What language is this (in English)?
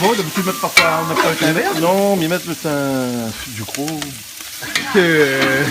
Réunion Creole French